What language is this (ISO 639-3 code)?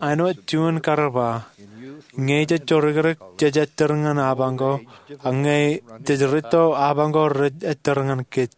mah